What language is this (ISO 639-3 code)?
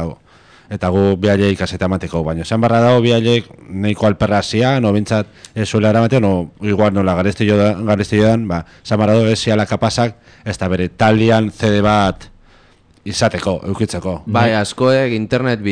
eus